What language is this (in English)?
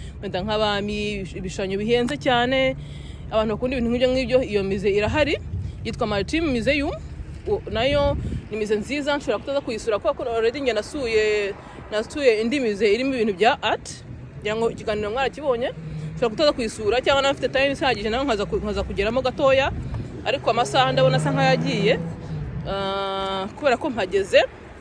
Kinyarwanda